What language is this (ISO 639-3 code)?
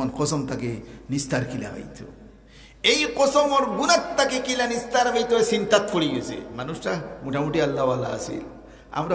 syl